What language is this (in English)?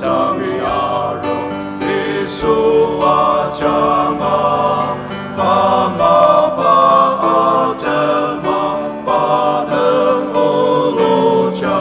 Ao Naga